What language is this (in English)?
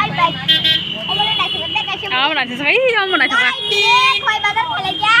Kok Borok